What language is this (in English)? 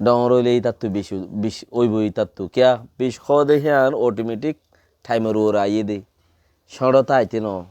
Rohingya